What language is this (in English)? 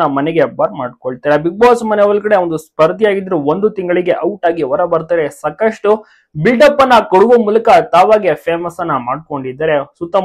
Kannada